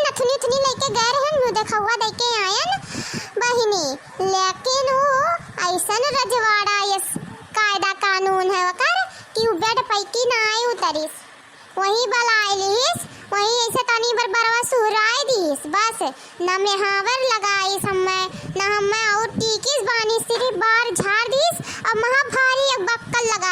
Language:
Awadhi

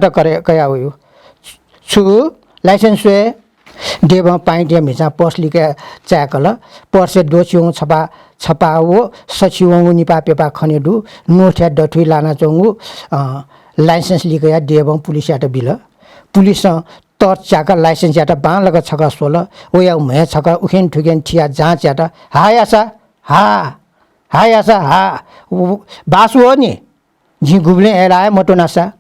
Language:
Newari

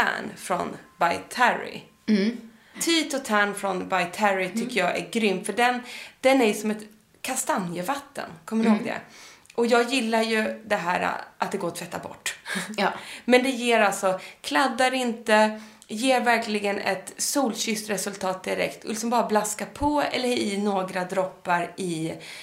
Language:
Swedish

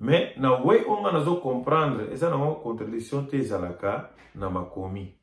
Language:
Lingala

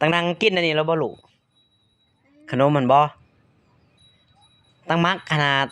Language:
Lao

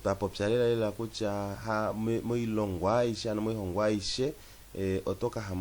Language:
Kuanyama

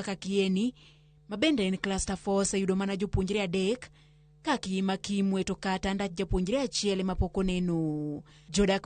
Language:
Luo (Kenya and Tanzania)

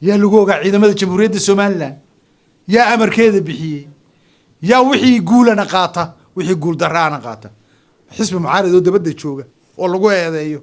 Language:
Somali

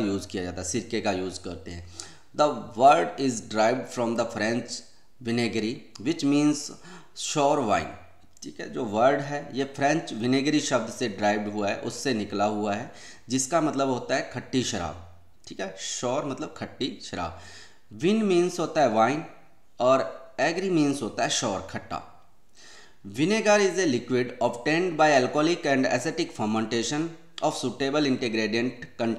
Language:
Hindi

